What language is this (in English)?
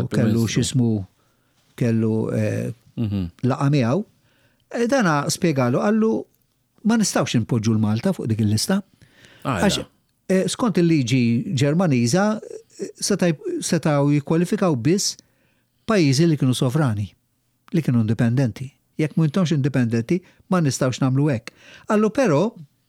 Maltese